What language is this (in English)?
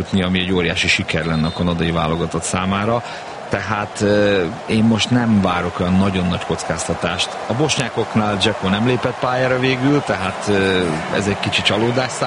Hungarian